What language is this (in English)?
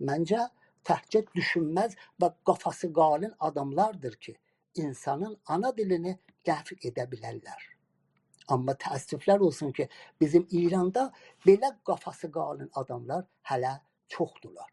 South Azerbaijani